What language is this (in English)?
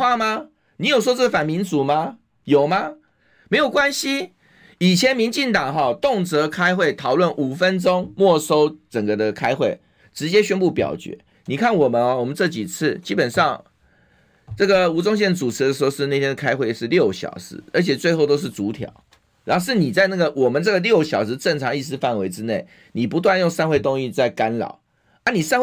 Chinese